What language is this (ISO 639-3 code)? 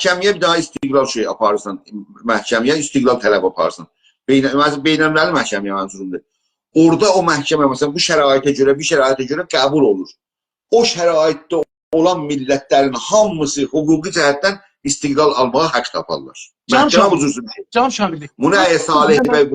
azb